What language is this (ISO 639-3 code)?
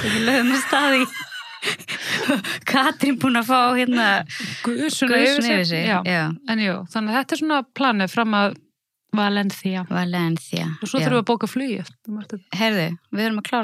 isl